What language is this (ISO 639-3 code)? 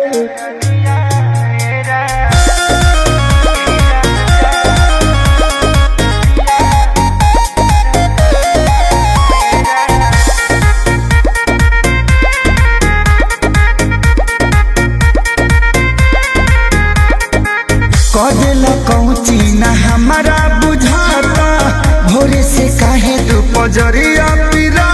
bho